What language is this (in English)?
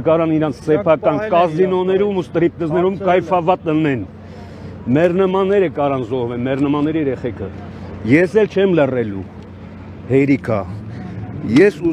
Armenian